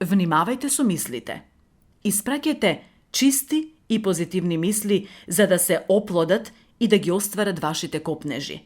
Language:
Macedonian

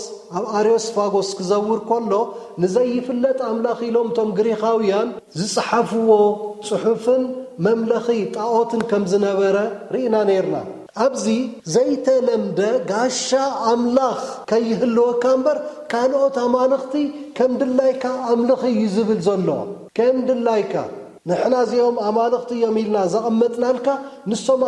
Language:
Tigrinya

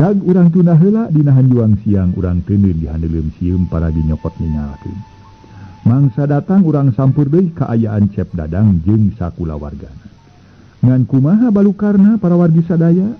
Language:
Sundanese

